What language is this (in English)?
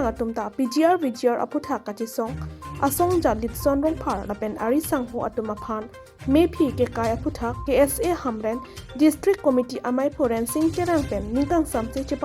Karbi